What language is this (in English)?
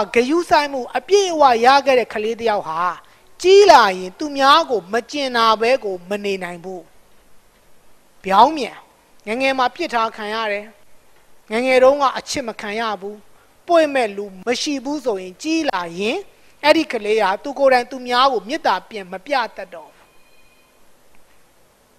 Burmese